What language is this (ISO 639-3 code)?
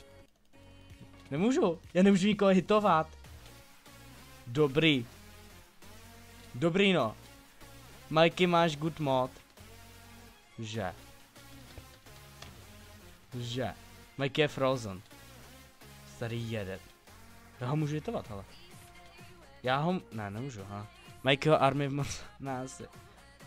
ces